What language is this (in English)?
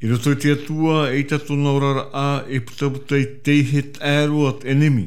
Tahitian